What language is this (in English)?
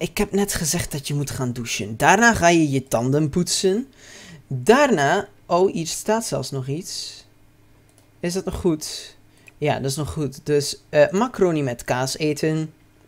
Dutch